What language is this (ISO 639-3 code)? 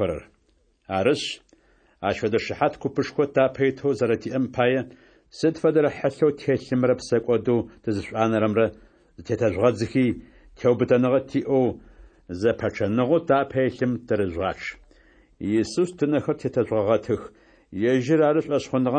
ady